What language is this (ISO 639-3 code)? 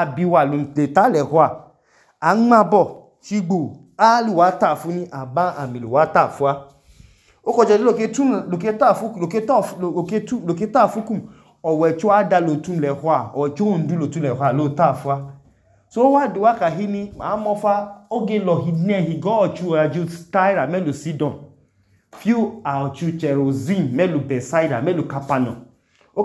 idu